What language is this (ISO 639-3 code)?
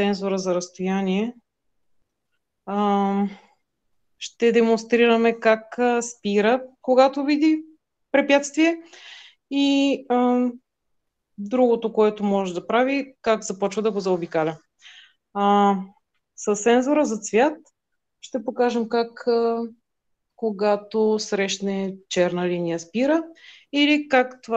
bul